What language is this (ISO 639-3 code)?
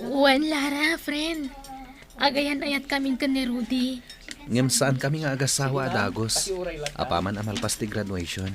ilo